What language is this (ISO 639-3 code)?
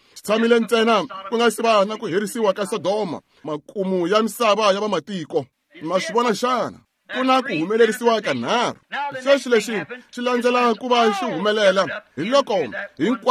tso